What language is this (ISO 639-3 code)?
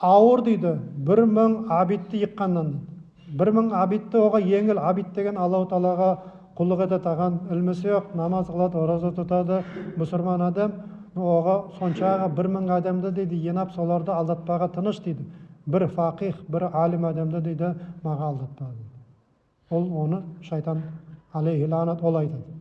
nog